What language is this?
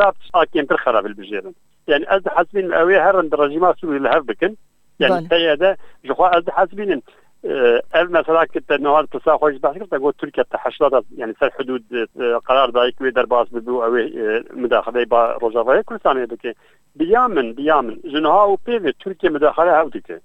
Kurdish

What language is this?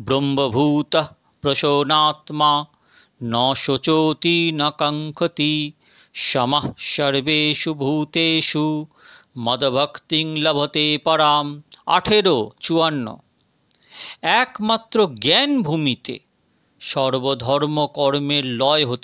Bangla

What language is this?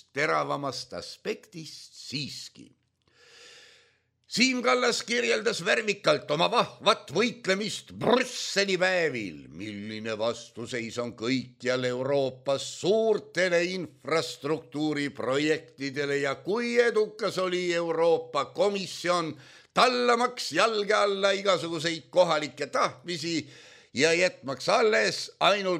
Estonian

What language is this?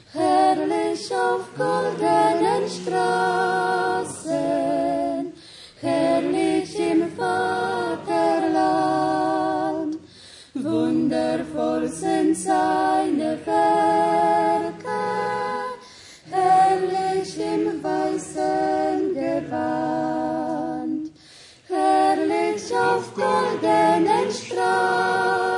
German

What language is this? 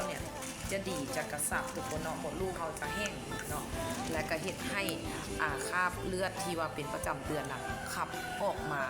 Lao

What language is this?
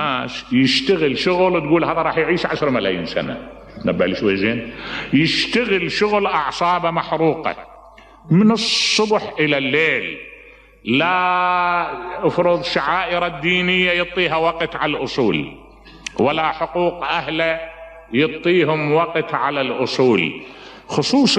Mesopotamian Arabic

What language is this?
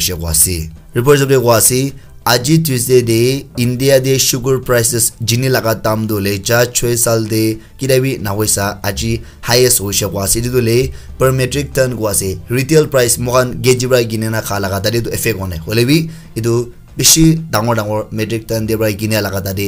Naga Pidgin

